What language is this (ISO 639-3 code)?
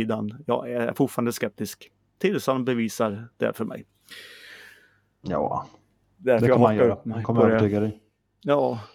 swe